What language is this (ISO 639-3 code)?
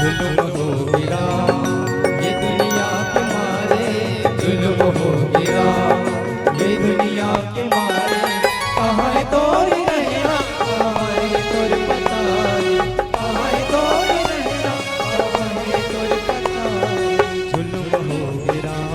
hne